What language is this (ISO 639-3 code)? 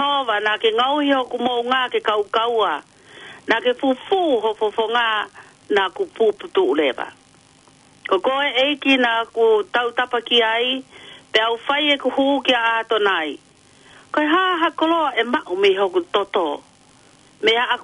ton